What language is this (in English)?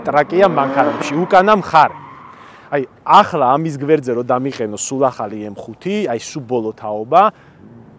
Georgian